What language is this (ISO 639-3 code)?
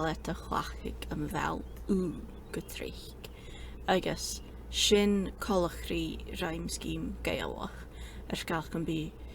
gla